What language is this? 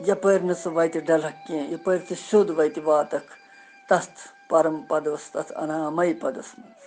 Kashmiri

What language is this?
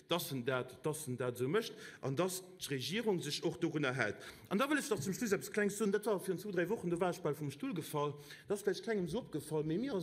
Luxembourgish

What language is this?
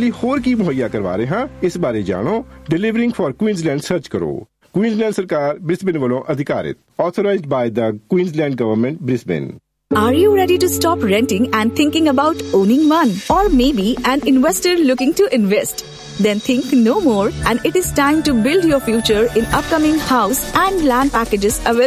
Hindi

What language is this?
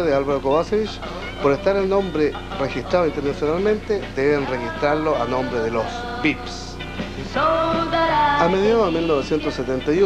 Spanish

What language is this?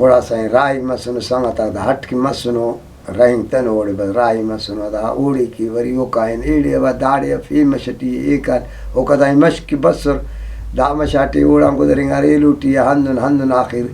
Brahui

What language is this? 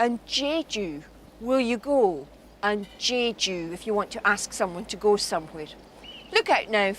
Scottish Gaelic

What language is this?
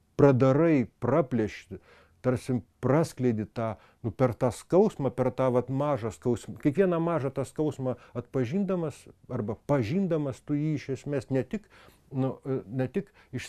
Lithuanian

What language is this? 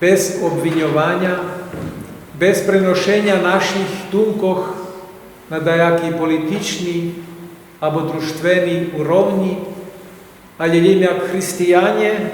Rusyn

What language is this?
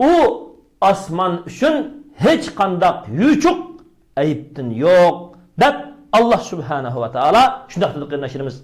Uyghur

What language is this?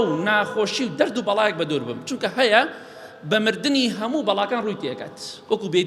Central Kurdish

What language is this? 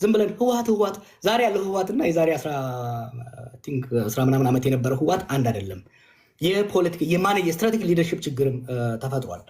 Amharic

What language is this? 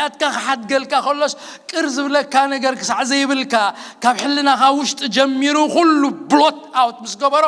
Tigrinya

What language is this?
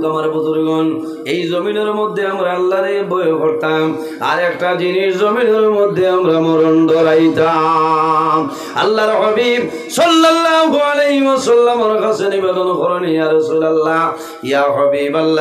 Sylheti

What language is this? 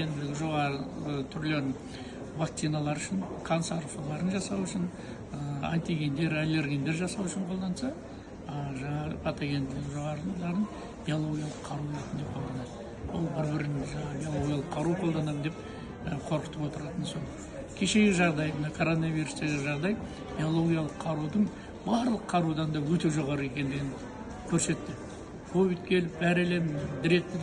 Kazakh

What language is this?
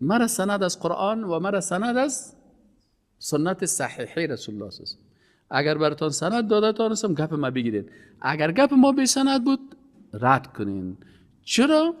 Persian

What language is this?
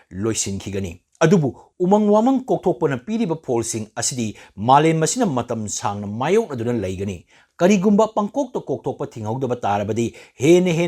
Manipuri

